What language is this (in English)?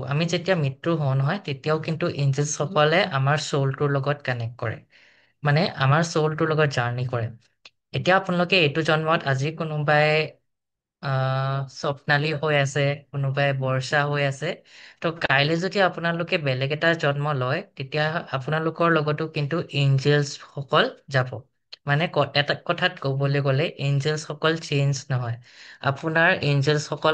Assamese